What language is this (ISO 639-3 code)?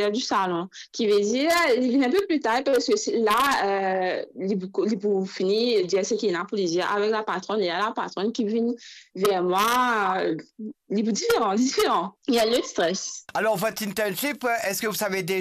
mfe